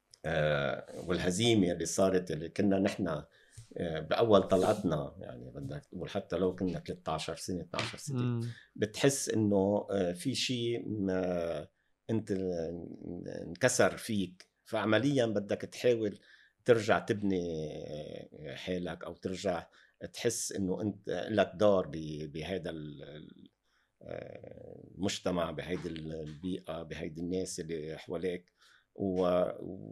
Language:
North Levantine Arabic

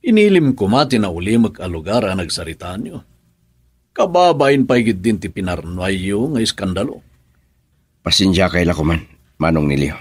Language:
Iloko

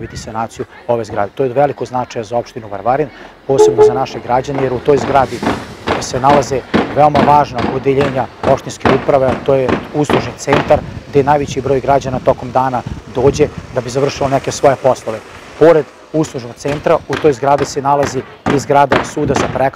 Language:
Serbian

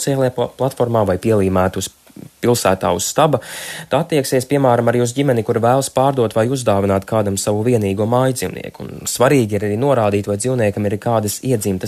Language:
Latvian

